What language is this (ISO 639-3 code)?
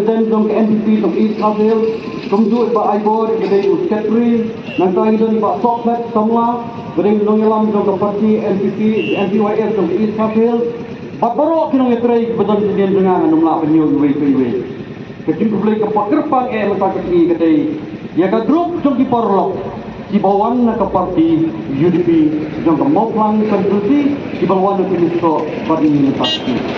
kha